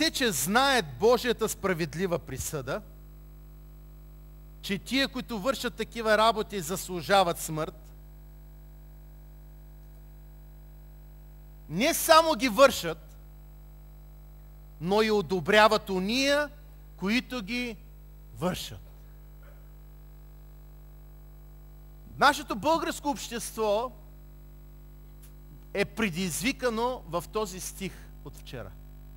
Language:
Bulgarian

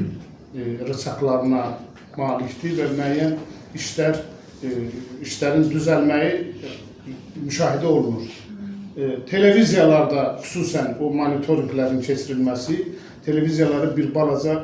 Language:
Azerbaijani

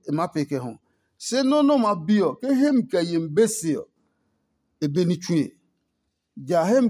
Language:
Adangme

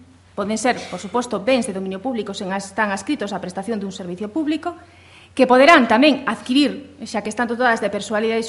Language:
Galician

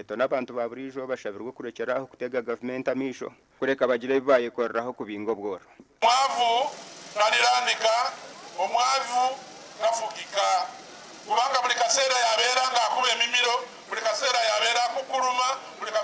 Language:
Nyankole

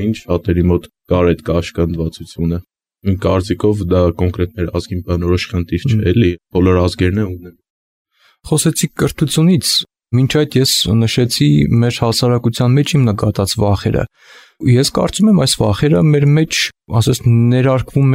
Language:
Armenian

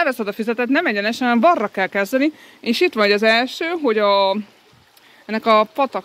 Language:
Hungarian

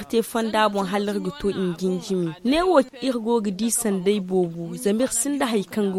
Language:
Zarma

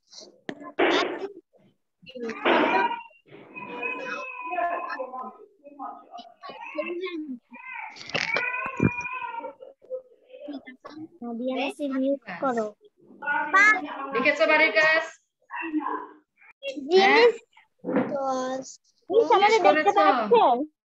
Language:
Bangla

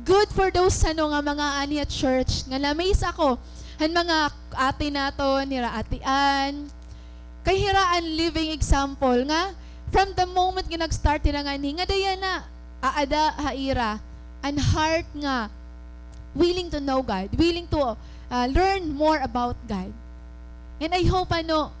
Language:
Waray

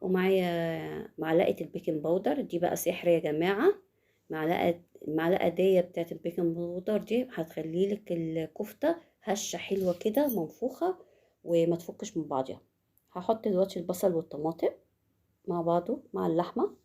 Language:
Egyptian Arabic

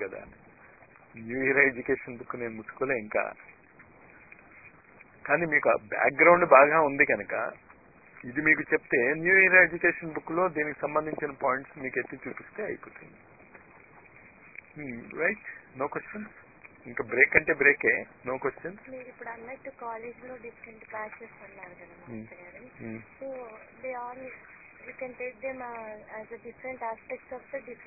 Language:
Telugu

